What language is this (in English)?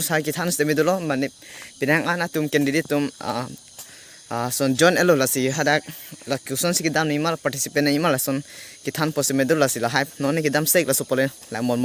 Karbi